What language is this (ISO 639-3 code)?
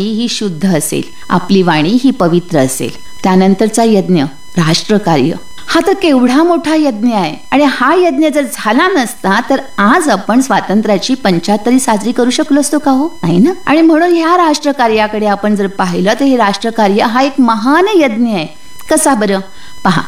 mar